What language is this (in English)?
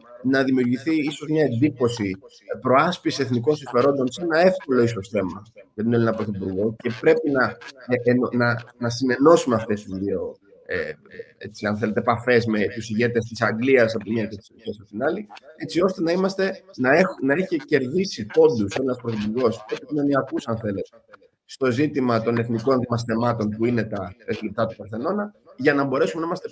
Greek